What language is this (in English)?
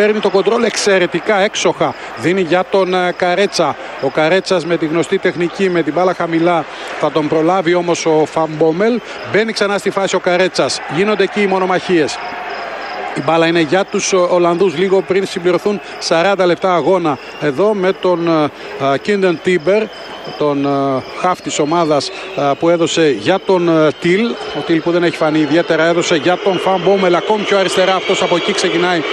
Greek